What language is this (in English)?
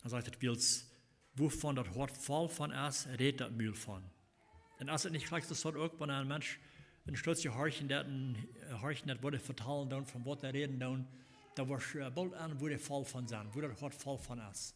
Plautdietsch